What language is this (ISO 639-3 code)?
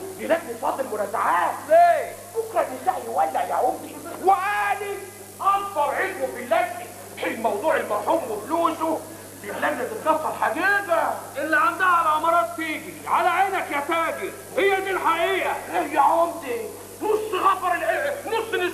arz